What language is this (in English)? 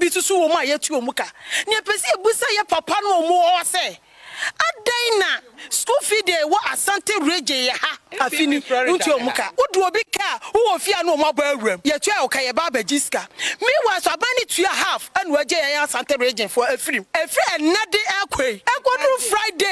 Akan